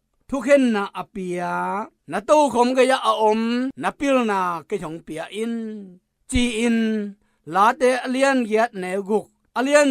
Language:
Tedim Chin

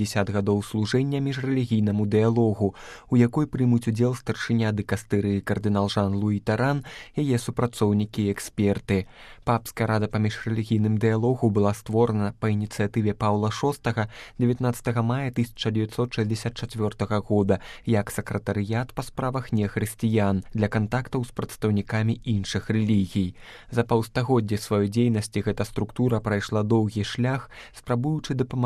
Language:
Belarusian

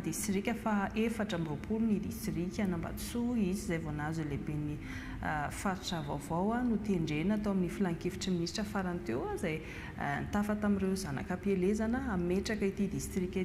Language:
Malagasy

